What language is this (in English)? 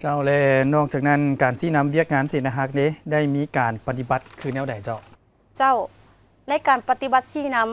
Lao